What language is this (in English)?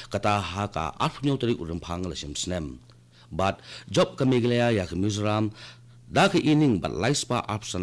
Khasi